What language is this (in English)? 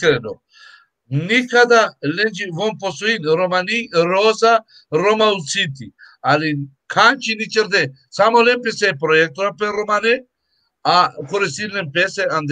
Balkan Romani